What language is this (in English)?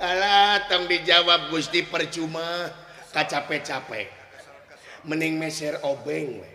Sundanese